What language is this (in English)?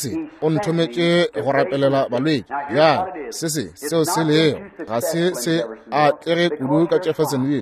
Northern Sotho